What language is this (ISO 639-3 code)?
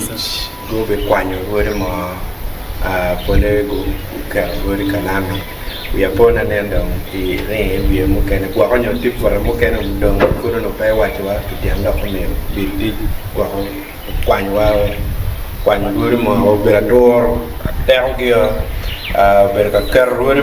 ach